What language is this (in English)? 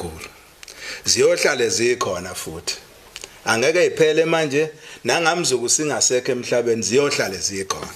Zulu